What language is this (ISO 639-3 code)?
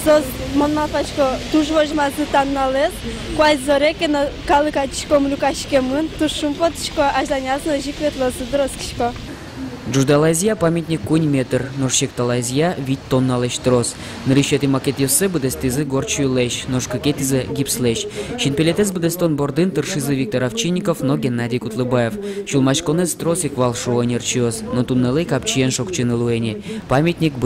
udm